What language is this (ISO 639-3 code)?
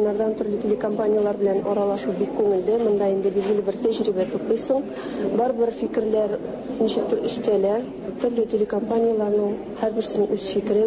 tat